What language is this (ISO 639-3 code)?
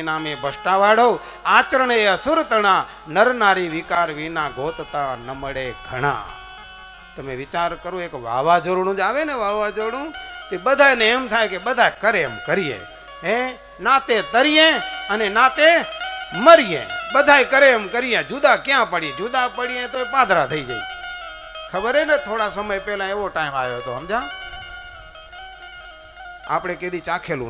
guj